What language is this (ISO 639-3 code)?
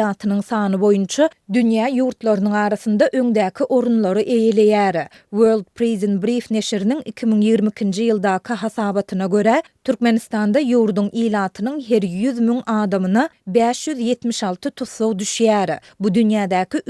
tuk